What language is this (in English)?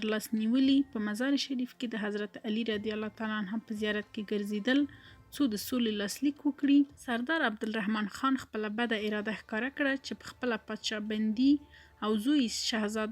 Pashto